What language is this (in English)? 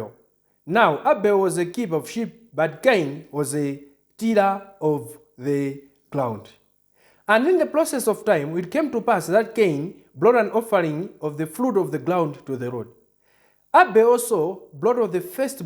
English